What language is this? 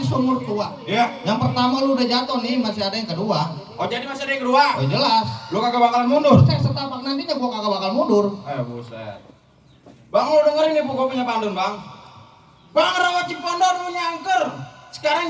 Betawi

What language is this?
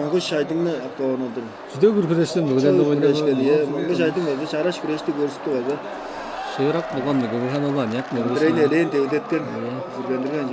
Tuvinian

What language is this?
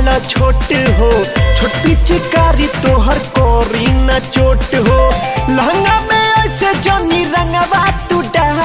Bhojpuri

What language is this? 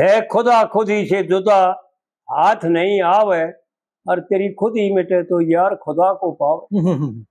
Haryanvi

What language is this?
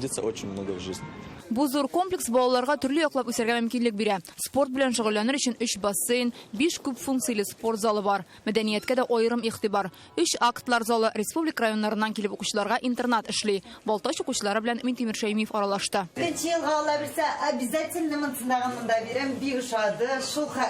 Tatar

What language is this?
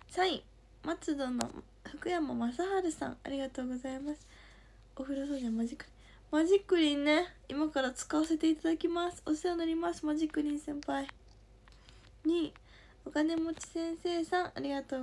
Japanese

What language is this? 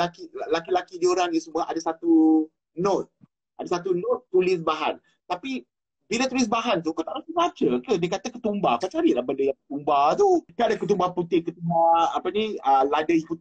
Malay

